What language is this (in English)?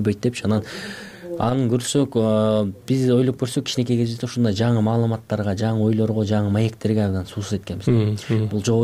Kyrgyz